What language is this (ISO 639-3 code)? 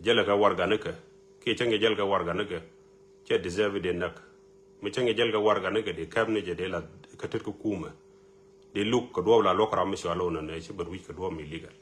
nus